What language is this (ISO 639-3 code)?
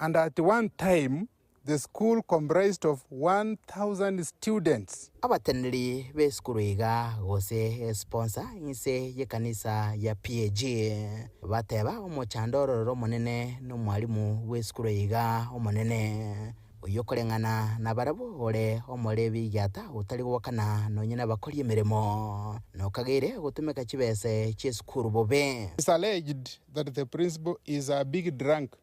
guz